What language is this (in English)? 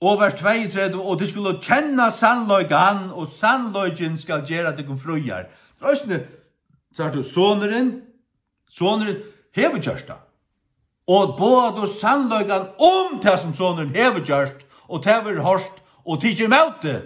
Faroese